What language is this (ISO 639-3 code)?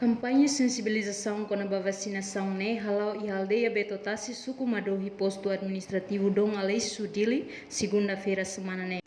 tet